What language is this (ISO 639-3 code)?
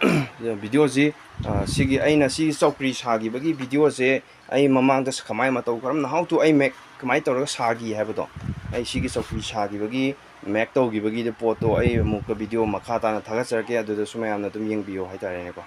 mni